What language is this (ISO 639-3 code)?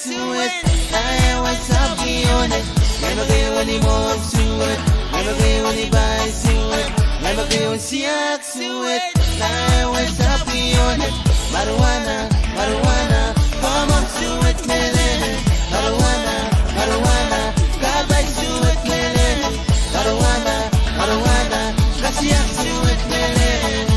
pon